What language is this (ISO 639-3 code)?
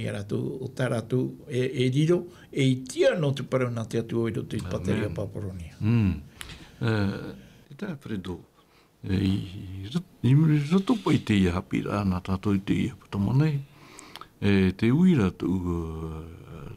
tah